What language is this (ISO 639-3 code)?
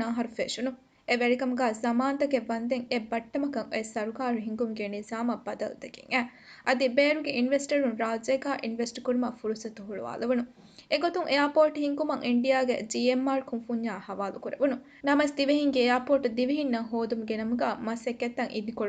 div